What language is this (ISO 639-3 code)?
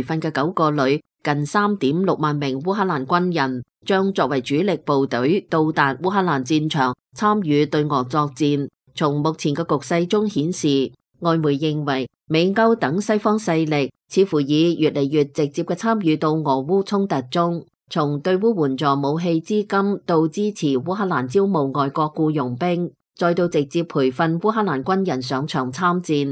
yue